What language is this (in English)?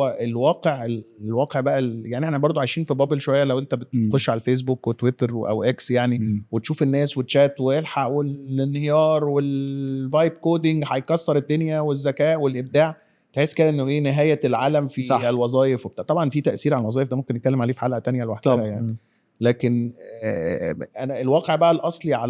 Egyptian Arabic